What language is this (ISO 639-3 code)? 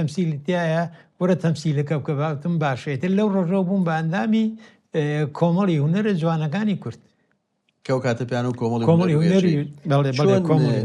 ckb